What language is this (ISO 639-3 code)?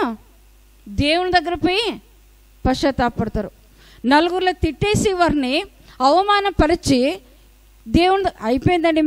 tel